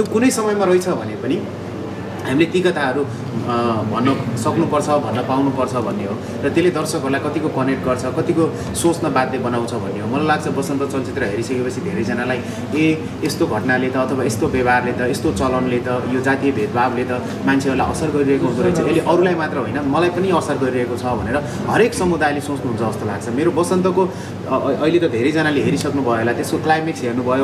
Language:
Nepali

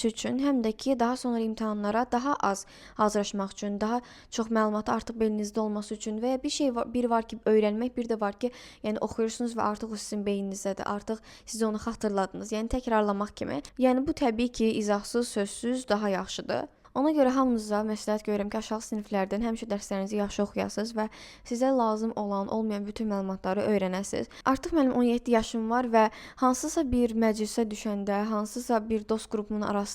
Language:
Azerbaijani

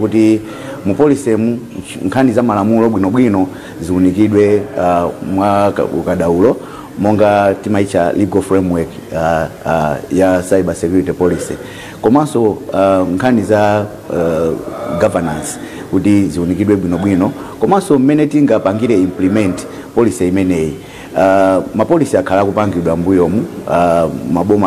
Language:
Nyanja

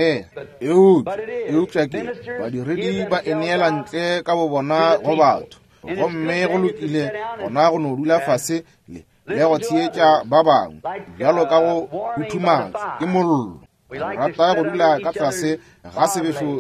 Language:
Northern Sotho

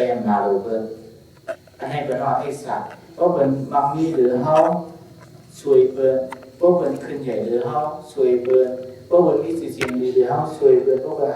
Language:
Shan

